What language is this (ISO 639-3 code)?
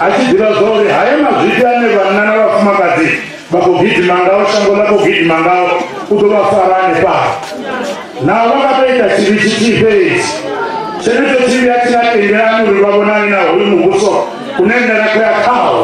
ven